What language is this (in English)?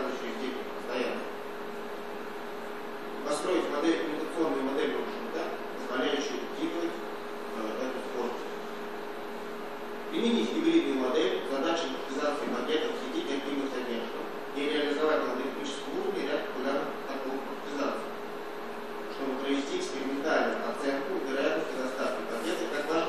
Russian